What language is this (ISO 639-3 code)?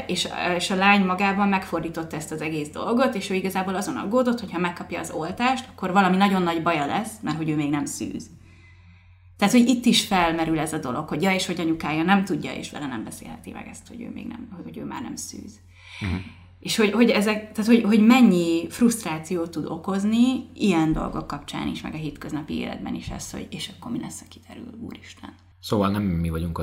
hun